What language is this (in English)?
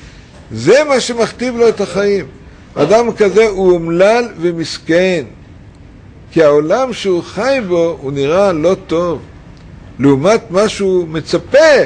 Hebrew